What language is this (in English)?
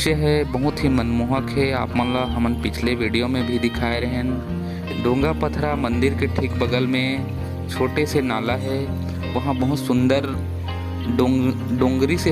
Chhattisgarhi